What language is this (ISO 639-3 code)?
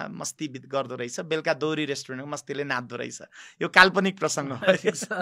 nep